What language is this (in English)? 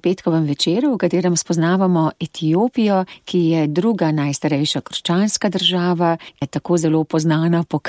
Slovenian